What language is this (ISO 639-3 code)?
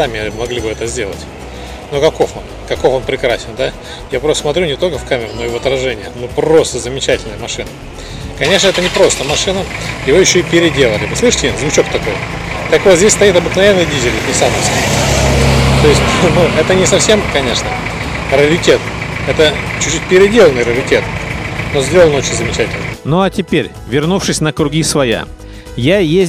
rus